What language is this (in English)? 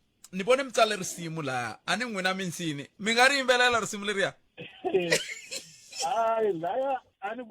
Tsonga